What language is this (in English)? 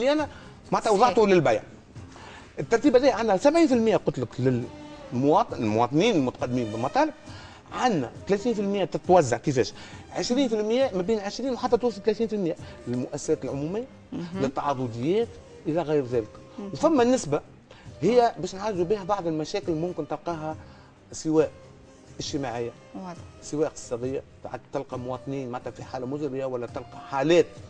Tunisian Arabic